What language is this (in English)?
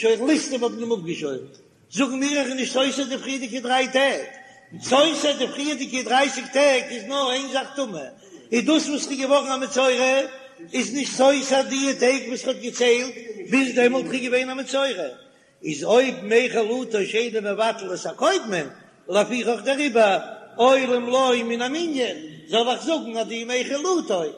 Yiddish